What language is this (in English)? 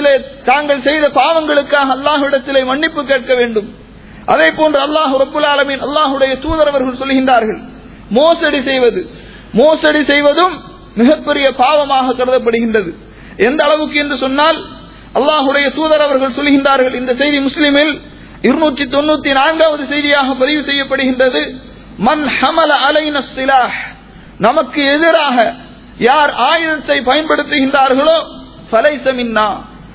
Tamil